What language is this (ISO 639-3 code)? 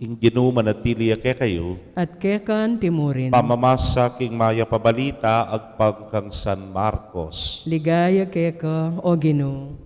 pam